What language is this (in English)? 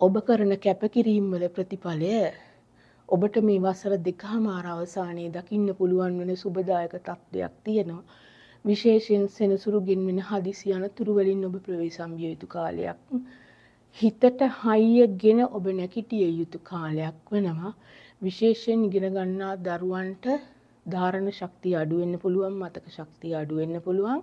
Sinhala